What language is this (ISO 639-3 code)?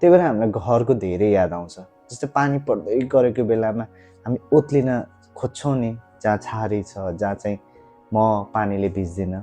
nep